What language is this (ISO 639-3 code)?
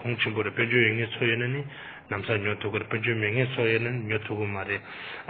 bod